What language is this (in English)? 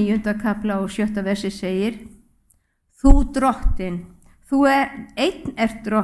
Icelandic